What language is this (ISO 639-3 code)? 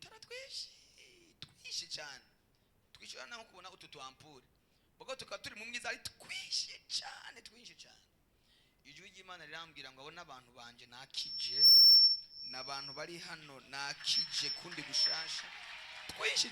run